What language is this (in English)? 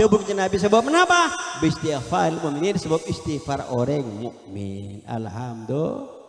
Madurese